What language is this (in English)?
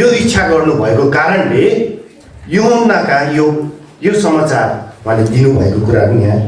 Nepali